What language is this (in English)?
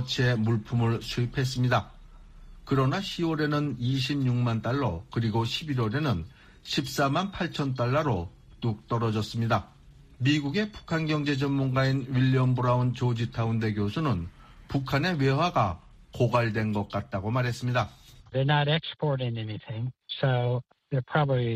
Korean